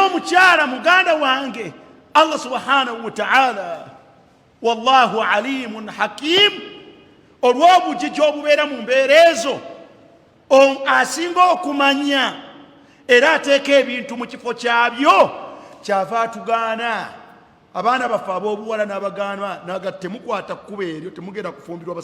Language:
Ganda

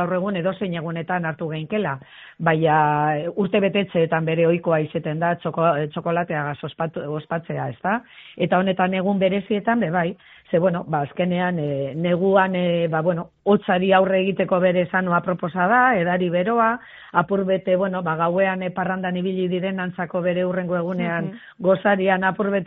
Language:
Basque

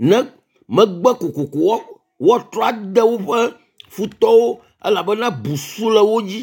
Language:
Ewe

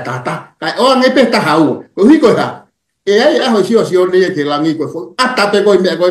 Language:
Tongan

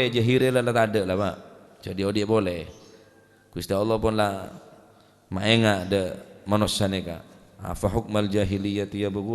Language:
Madurese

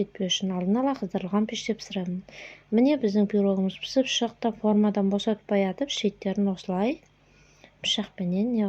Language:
Kazakh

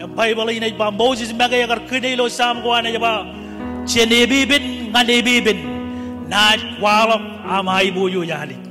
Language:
Marshallese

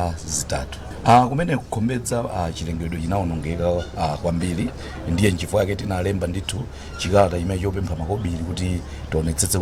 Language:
Nyanja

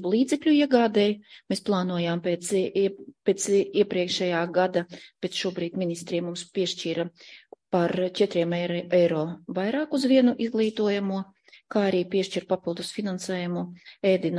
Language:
Latvian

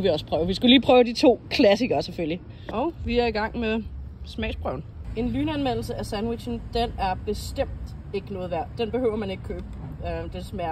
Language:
Danish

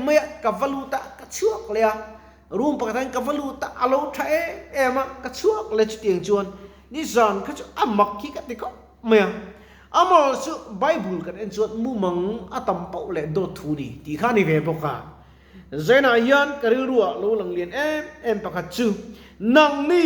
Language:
Mizo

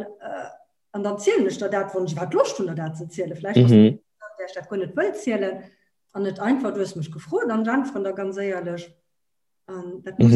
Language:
Luxembourgish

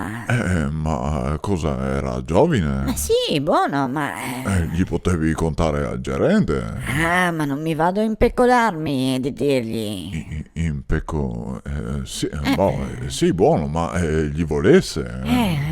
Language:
Venetian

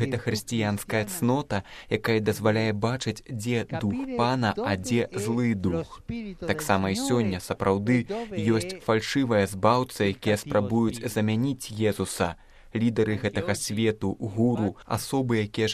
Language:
Belarusian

